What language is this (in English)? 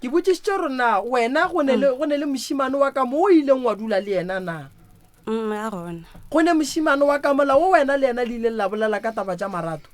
Northern Sotho